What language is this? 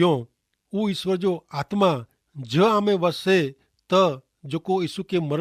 Kachhi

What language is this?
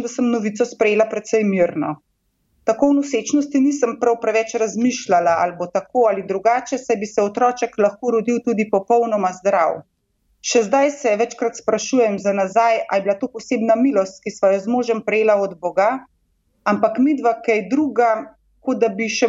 Slovenian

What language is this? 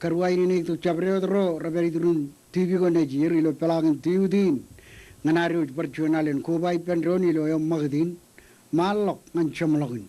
Marshallese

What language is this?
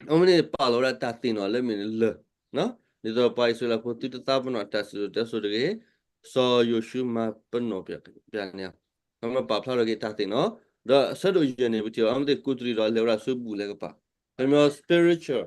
S'gaw Karen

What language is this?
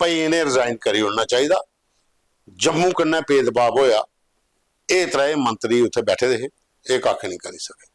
Dogri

